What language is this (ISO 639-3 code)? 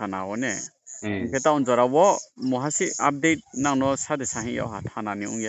ria